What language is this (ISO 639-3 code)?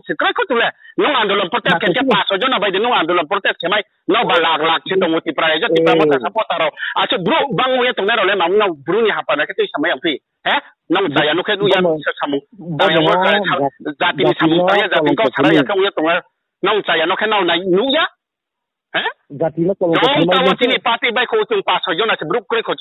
ria